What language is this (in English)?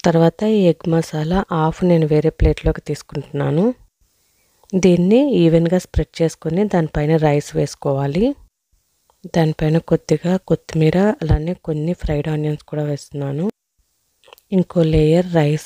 Telugu